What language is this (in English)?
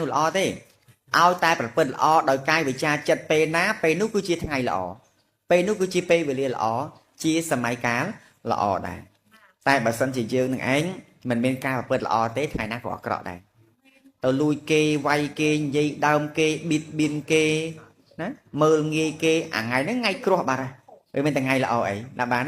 Khmer